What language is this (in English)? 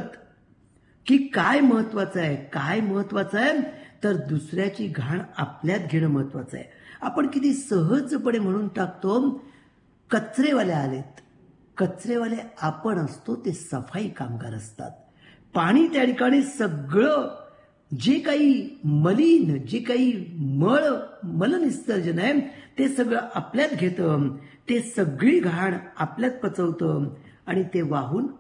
Marathi